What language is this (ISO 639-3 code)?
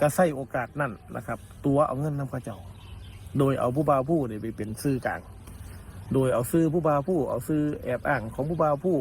tts